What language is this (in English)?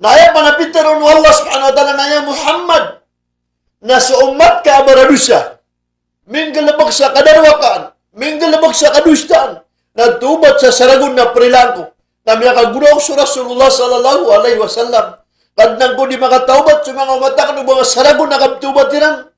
Maranao